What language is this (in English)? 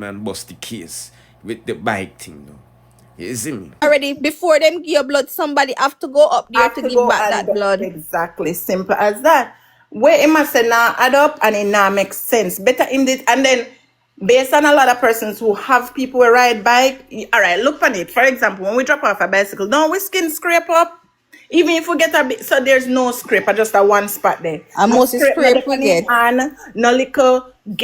Jamaican Creole English